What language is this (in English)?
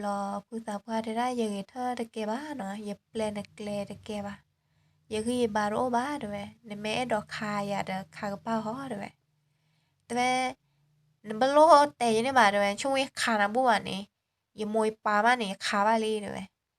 S'gaw Karen